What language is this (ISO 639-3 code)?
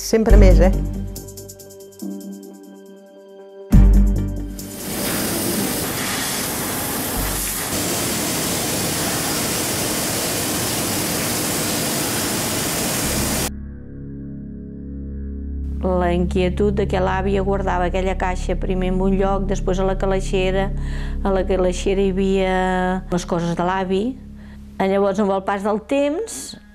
cat